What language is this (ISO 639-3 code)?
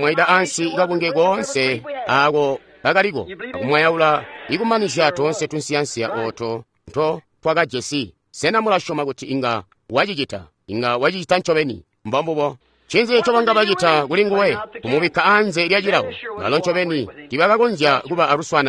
toi